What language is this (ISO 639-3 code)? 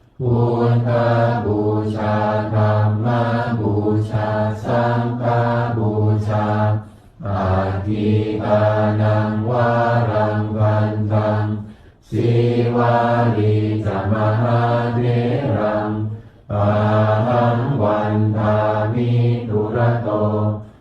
pli